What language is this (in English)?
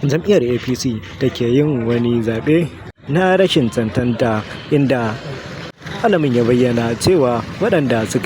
Hausa